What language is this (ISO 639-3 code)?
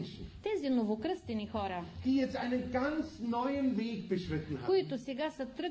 bul